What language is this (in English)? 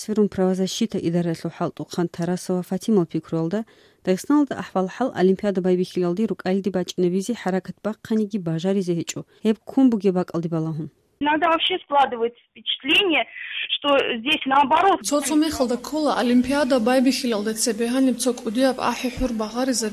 Avaric